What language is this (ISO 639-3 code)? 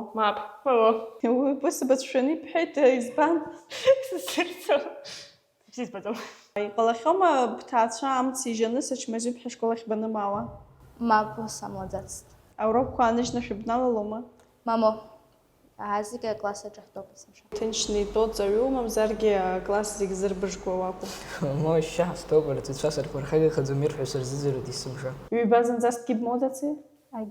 abk